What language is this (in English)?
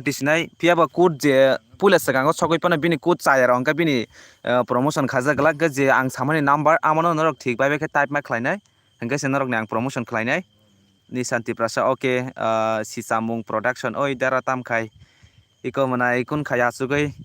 Kok Borok